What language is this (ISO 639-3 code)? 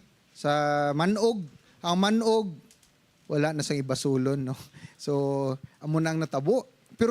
hil